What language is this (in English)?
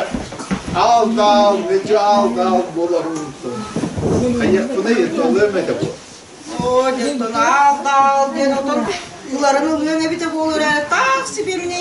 Yakut